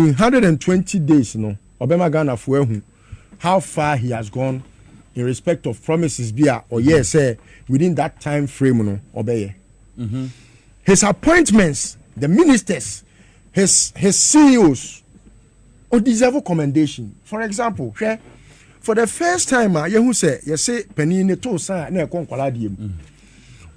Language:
Akan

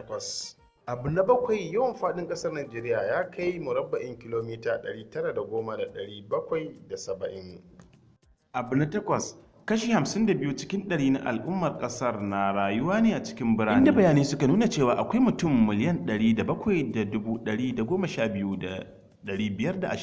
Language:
Hausa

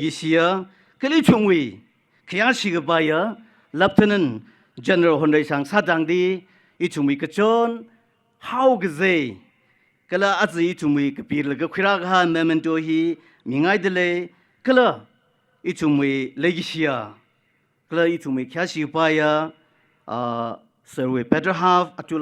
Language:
Tangkhul Naga (India)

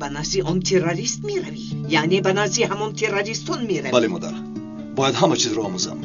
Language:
Tajik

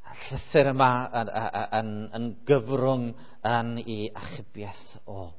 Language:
Welsh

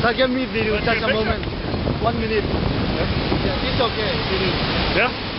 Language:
Tedim Chin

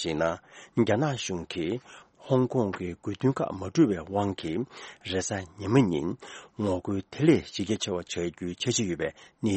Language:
Tibetan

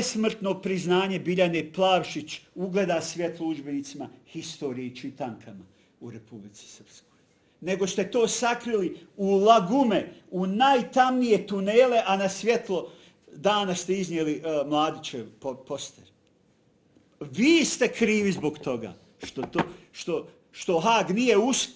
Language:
Bosnian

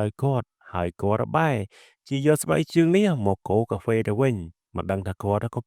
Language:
Khmer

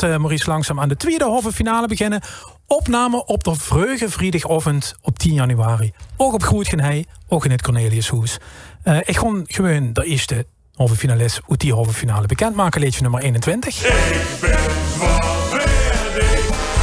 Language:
Limburgish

